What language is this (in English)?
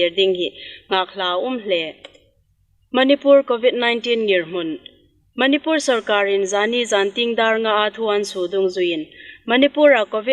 Hmar